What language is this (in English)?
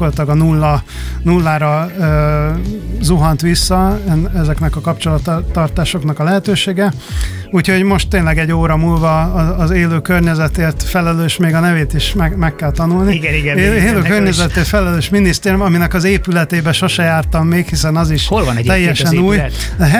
Hungarian